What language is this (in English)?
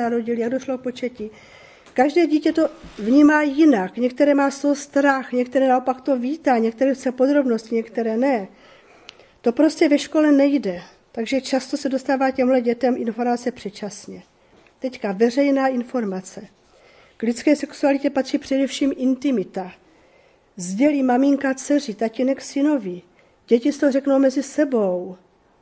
Czech